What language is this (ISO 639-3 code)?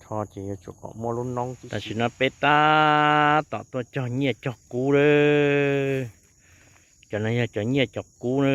hmn